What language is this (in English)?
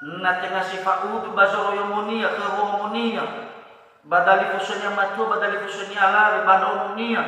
Nias